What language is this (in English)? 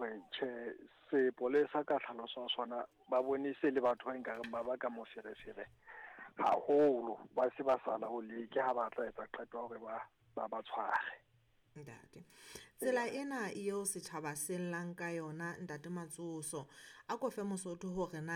Southern Sotho